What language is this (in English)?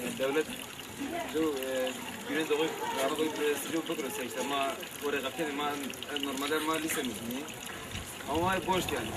Zaza